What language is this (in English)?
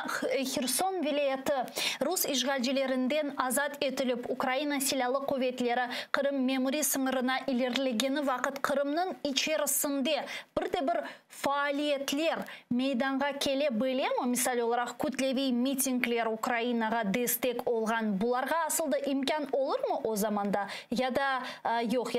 Crimean Tatar